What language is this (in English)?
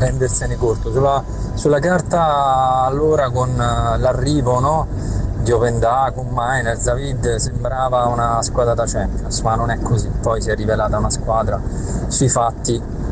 Italian